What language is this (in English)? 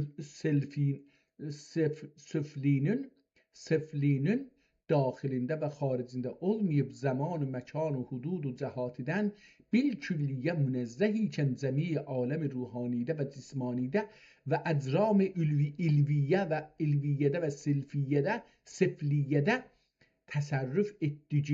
South Azerbaijani